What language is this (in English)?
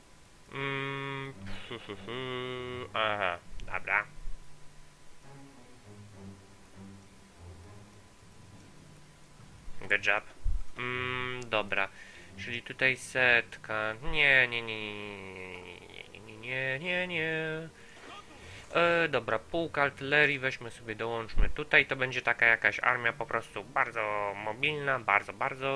Polish